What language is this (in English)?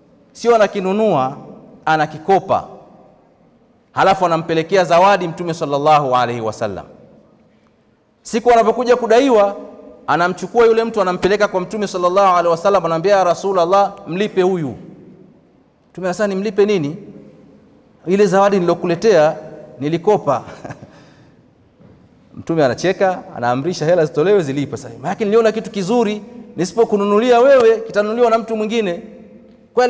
Swahili